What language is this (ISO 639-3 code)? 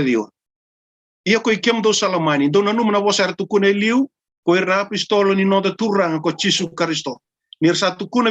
fij